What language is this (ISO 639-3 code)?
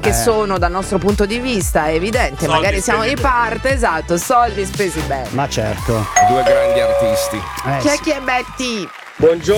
ita